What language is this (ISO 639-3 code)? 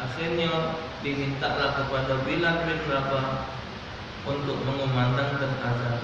mui